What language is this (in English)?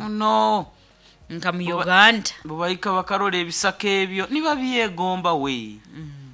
Nyoro